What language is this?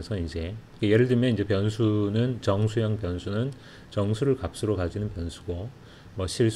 Korean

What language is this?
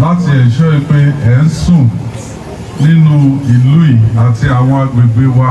Yoruba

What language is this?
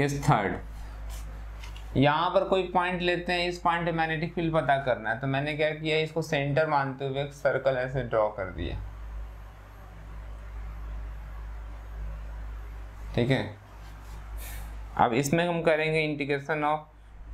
Hindi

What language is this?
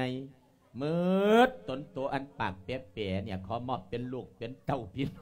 Lao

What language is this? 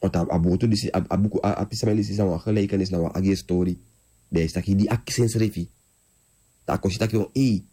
Sranan Tongo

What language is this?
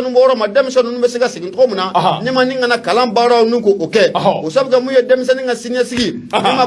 Bambara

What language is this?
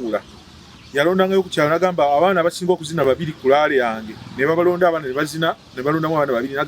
Ganda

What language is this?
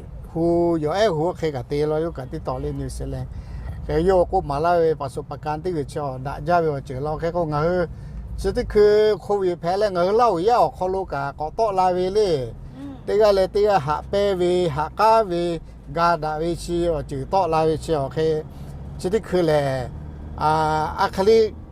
Lahu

